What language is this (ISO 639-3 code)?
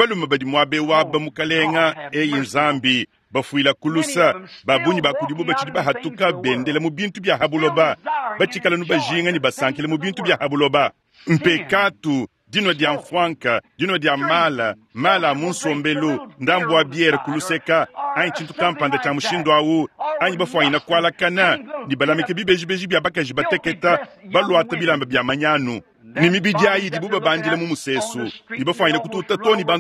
lua